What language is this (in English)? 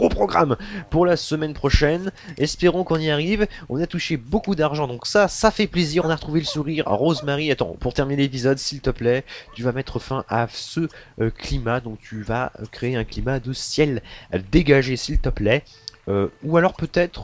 French